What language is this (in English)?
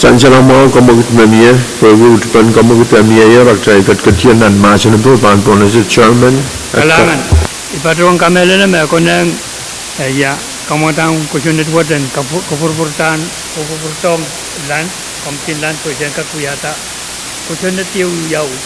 Pohnpeian